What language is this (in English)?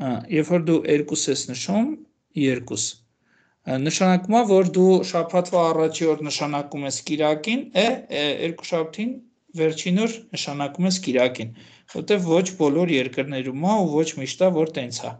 Armenian